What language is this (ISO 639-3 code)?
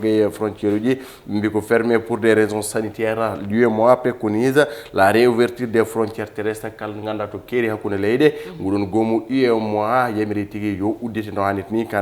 ful